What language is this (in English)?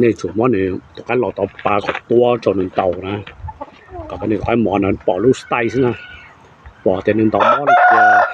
Hmong